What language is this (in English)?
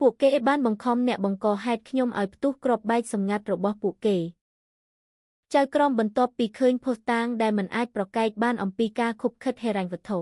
Khmer